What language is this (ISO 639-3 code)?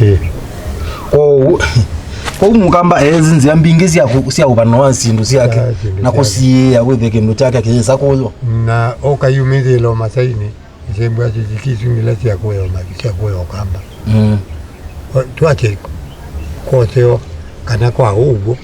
kam